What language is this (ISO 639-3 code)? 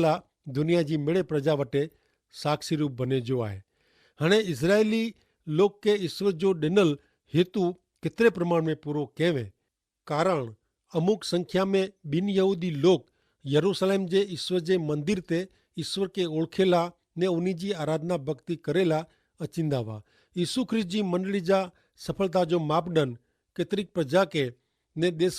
kfr